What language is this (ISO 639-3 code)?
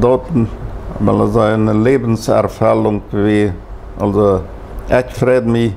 pdt